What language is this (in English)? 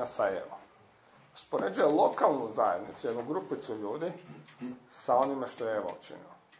Croatian